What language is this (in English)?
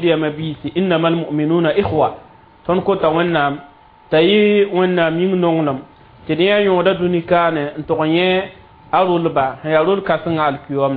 Mossi